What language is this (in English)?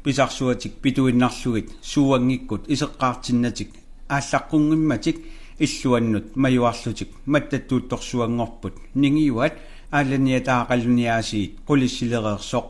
Kalaallisut